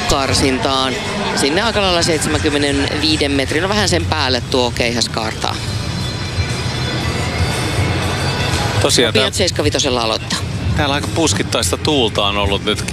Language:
Finnish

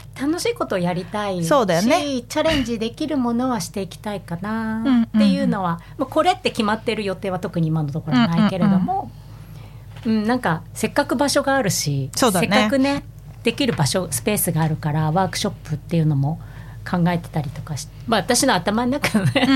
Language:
Japanese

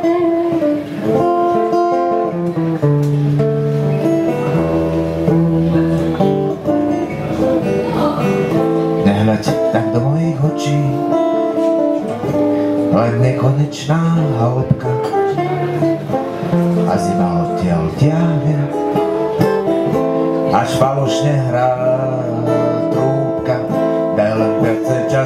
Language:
Slovak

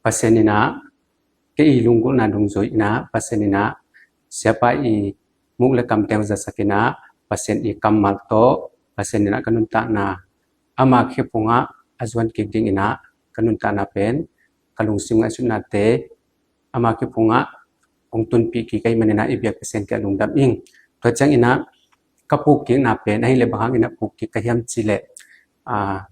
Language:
Tedim Chin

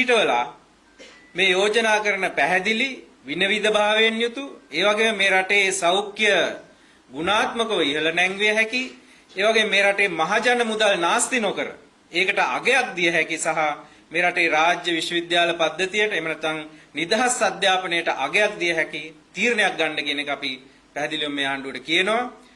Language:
Sinhala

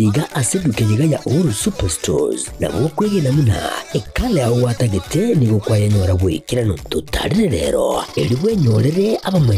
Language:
Gusii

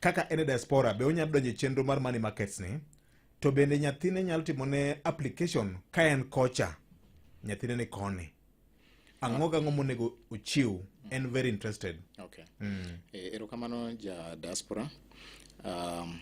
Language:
Luo (Kenya and Tanzania)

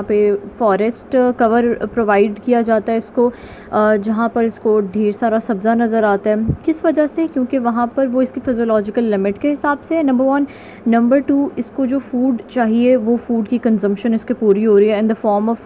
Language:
Hindi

